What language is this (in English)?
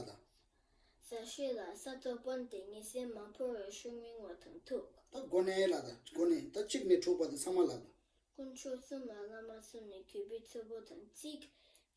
Tibetan